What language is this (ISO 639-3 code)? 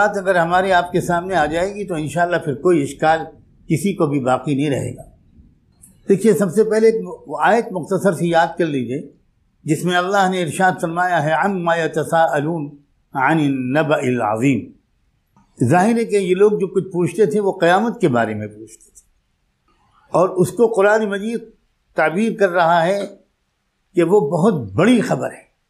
urd